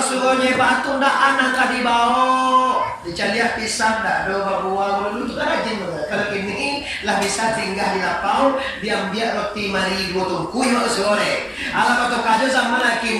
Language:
Minangkabau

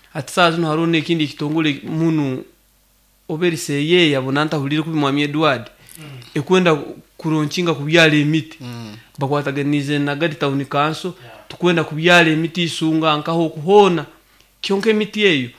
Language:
Nyoro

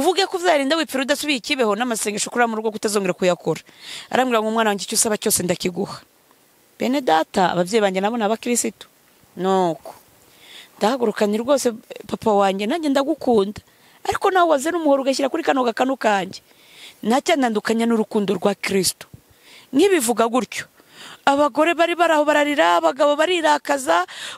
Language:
Kinyarwanda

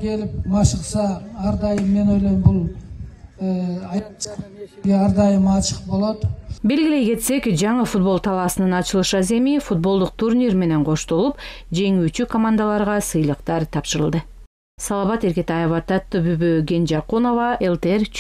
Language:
Kyrgyz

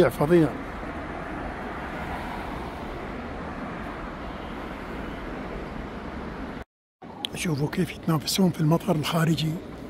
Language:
Gulf Arabic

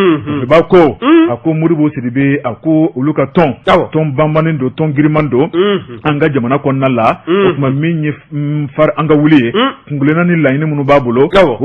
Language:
Bambara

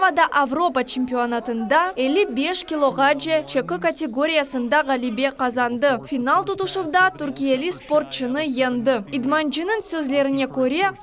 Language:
Crimean Tatar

